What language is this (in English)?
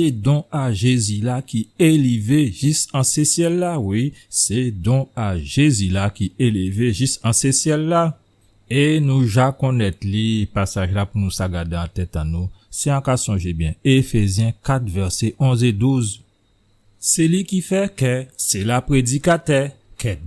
Guadeloupean Creole French